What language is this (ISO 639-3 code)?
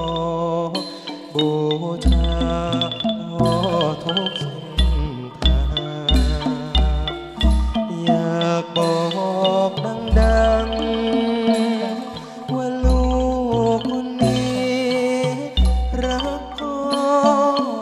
tha